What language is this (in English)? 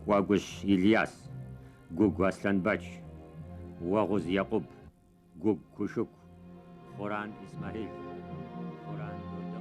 Kabardian